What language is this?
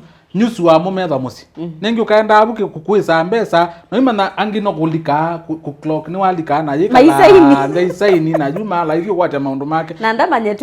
Kamba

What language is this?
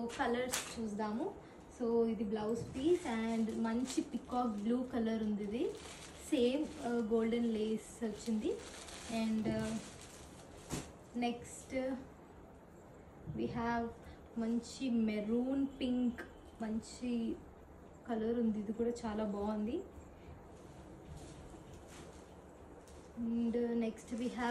Telugu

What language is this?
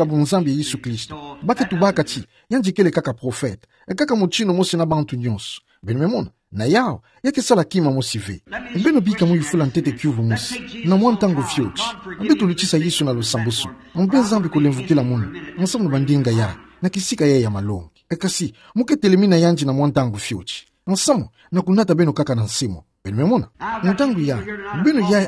Kituba (Democratic Republic of Congo)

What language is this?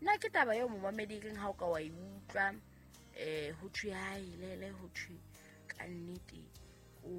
Southern Sotho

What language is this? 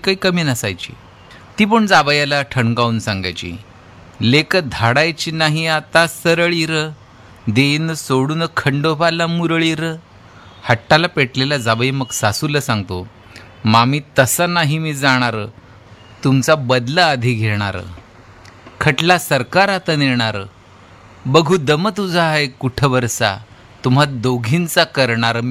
Marathi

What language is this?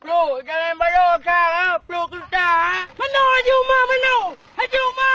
Achinese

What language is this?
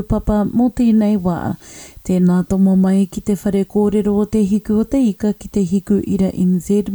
Māori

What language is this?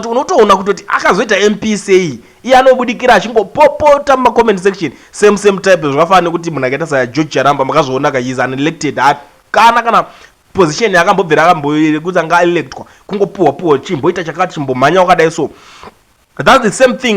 Shona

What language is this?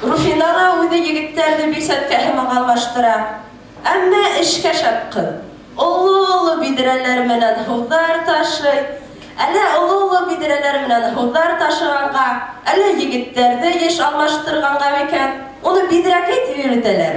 Bashkir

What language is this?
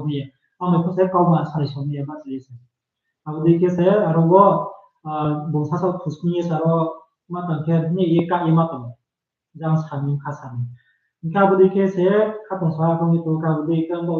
Riang (India)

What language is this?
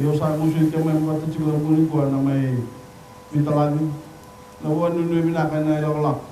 Fijian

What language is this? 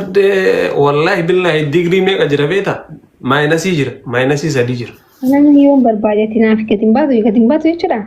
Oromo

